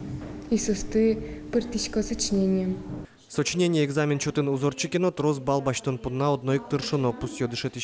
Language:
Udmurt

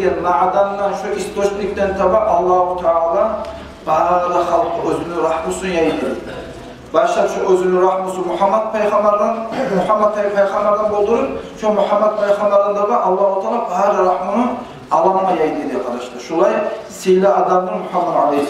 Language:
Kumyk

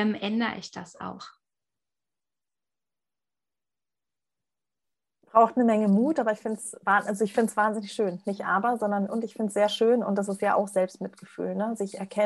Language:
German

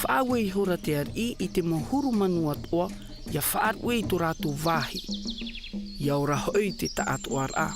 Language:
Tahitian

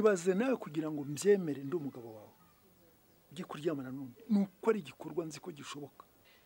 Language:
Kinyarwanda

